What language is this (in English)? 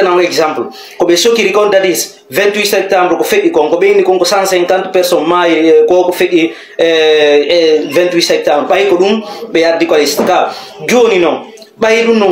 Fula